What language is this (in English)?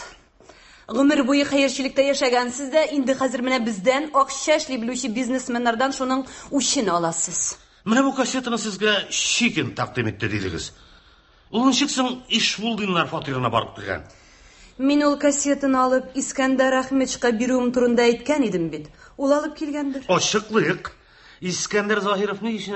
Tatar